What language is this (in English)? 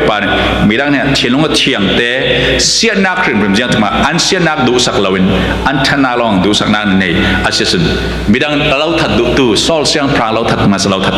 Falam Chin